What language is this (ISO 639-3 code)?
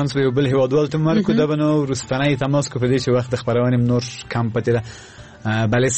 fas